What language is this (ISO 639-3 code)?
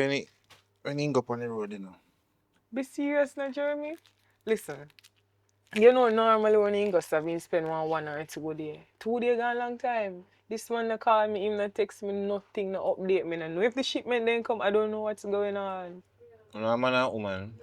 jam